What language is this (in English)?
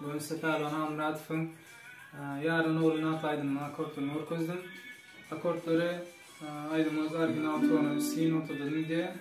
Turkmen